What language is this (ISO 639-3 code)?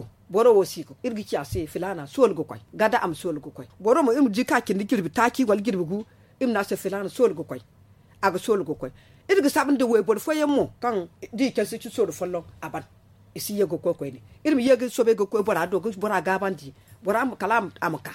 dje